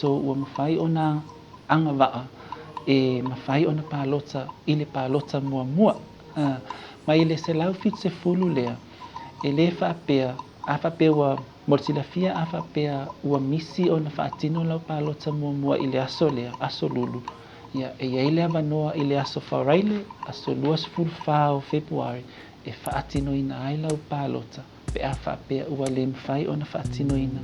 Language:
Samoan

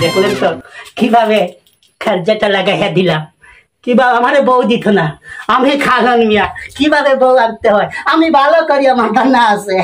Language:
Sylheti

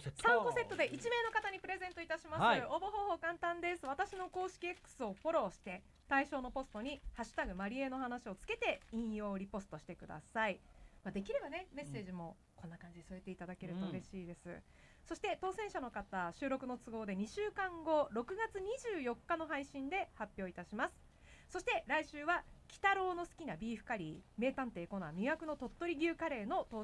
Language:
Japanese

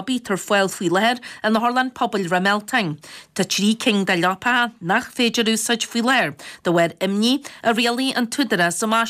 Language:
Irish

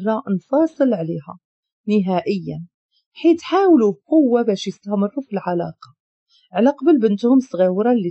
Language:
Moroccan Arabic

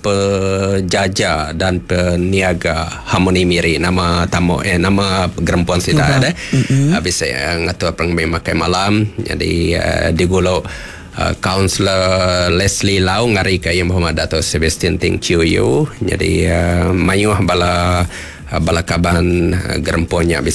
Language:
Iban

